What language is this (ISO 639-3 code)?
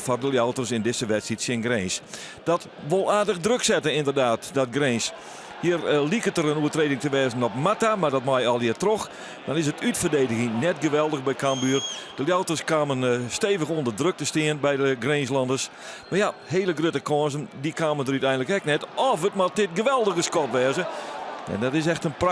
fry